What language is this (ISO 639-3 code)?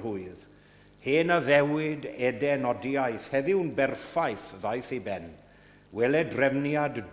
cym